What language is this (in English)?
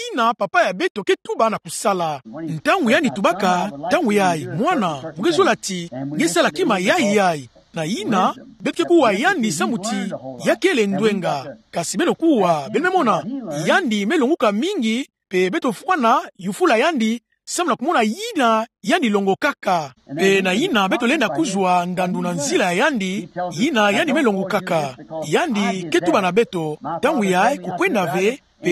Kituba (Democratic Republic of Congo)